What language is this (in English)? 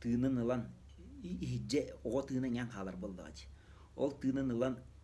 Yakut